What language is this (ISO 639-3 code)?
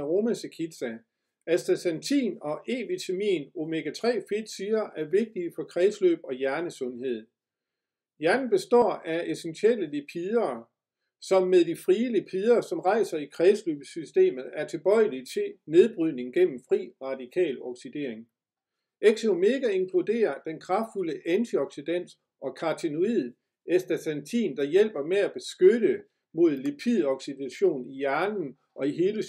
dan